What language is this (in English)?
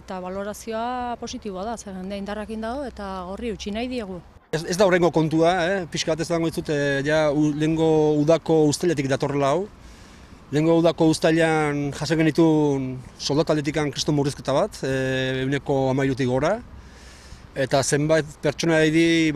Basque